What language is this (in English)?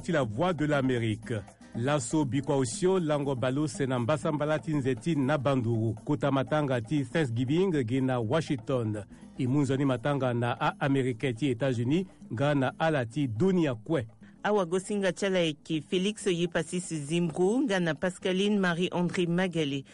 Sango